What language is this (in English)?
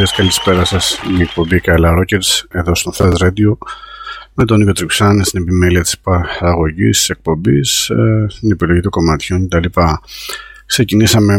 Greek